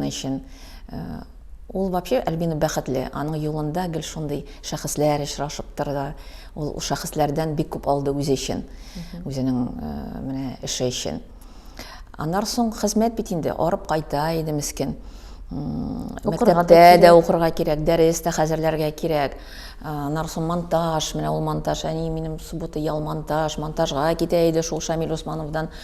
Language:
Tatar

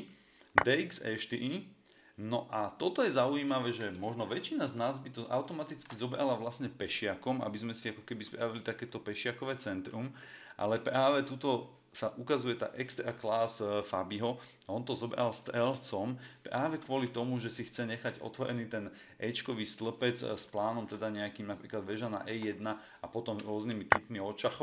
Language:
Slovak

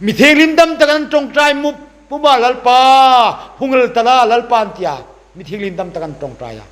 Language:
Hmar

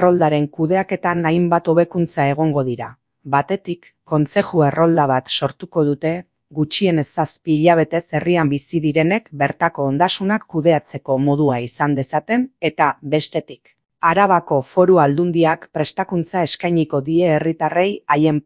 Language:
Basque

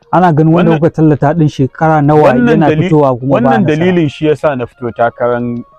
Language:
Hausa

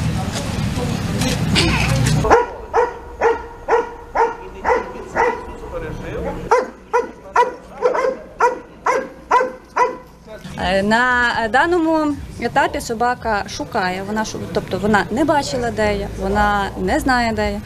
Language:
Ukrainian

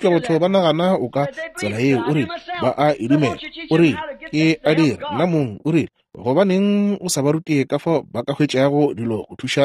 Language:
Northern Sotho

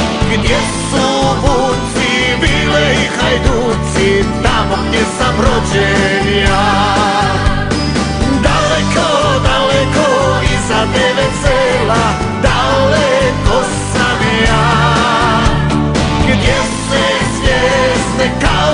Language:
Croatian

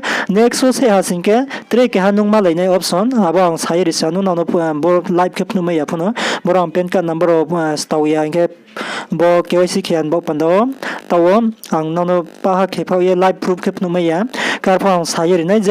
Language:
Riang (India)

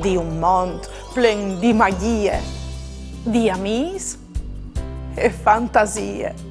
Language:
Friulian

